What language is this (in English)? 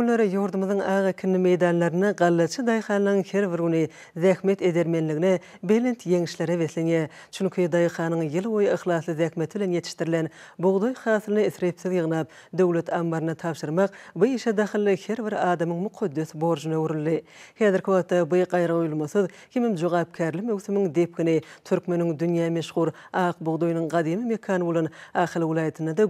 Turkmen